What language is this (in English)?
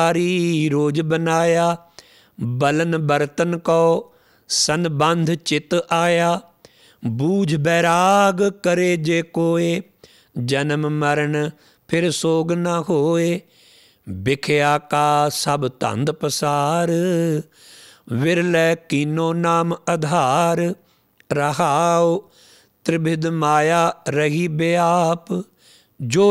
Punjabi